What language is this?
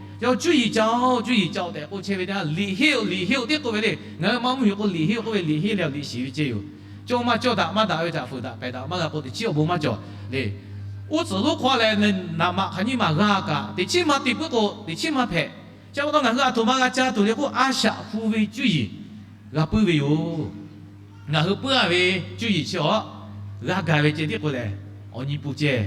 Lahu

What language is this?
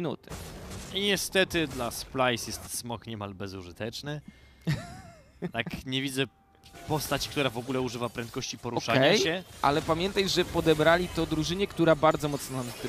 Polish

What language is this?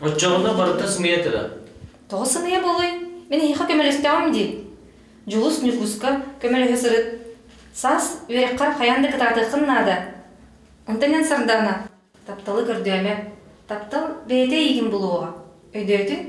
Yakut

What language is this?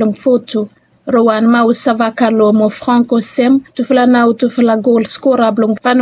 Bislama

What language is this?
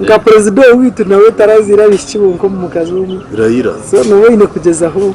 Nyankole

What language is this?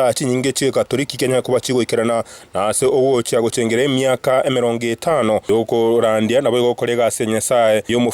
Gusii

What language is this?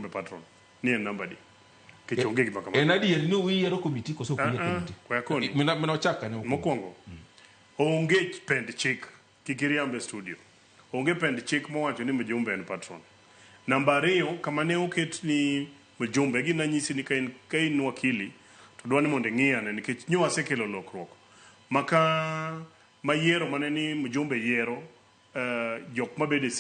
Luo (Kenya and Tanzania)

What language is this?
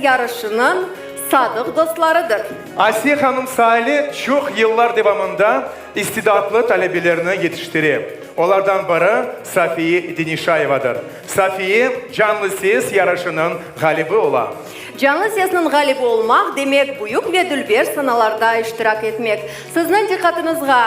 Crimean Tatar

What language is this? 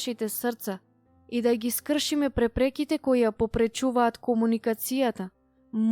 Macedonian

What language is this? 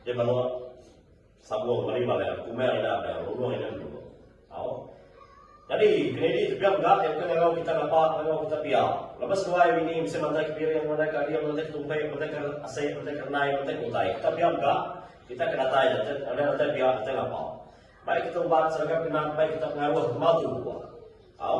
Iban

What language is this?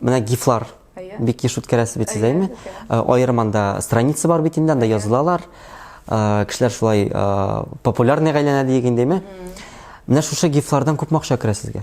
Tatar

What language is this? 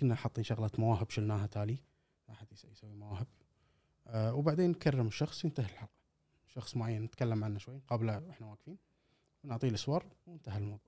Gulf Arabic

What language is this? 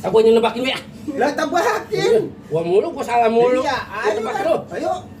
Betawi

